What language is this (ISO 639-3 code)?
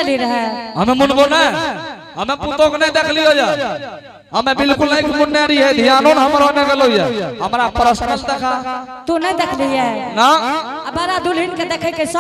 anp